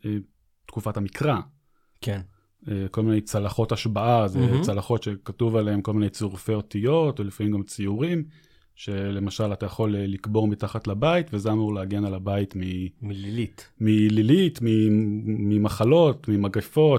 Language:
Hebrew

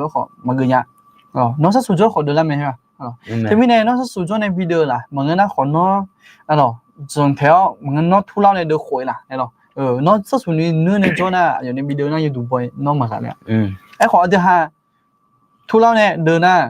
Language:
Akha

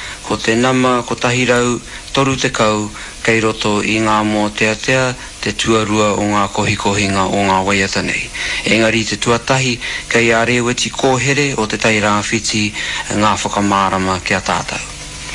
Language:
Māori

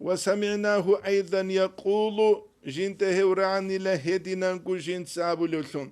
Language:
Avaric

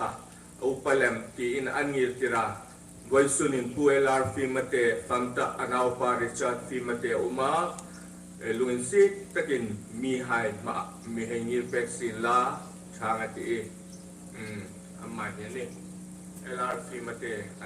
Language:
Hmar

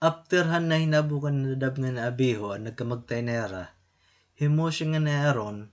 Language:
Waray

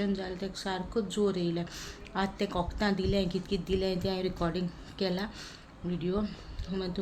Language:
Konkani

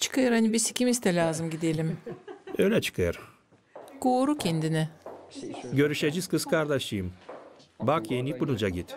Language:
Gagauz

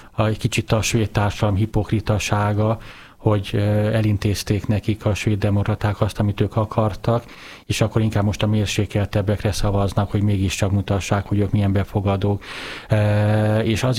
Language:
Hungarian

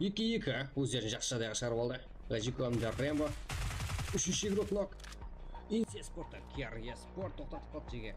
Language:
Kara-Kalpak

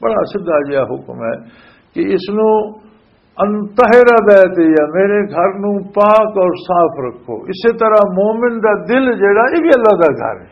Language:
Western Panjabi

